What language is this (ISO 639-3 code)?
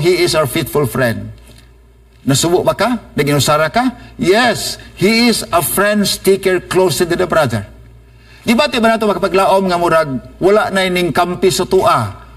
ceb